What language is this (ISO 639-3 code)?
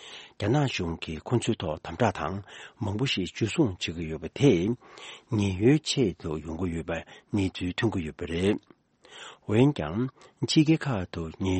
bod